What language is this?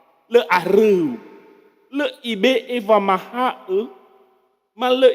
Nias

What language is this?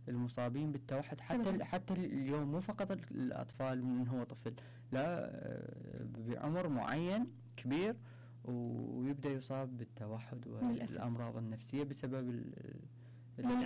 Mesopotamian Arabic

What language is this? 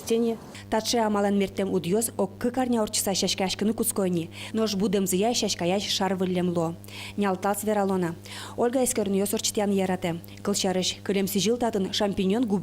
Udmurt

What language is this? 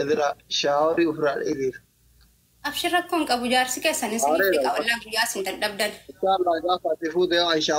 Oromo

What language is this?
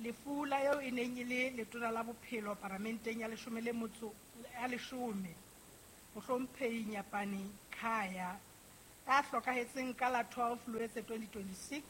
Southern Sotho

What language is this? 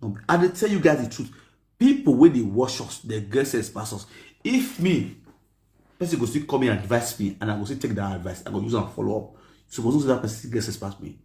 Nigerian Pidgin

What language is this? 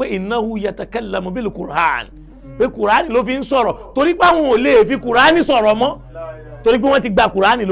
Yoruba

